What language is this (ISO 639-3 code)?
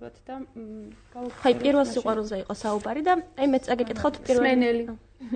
kat